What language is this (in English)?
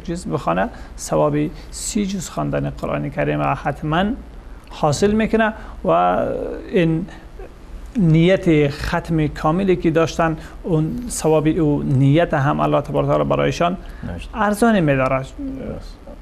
Persian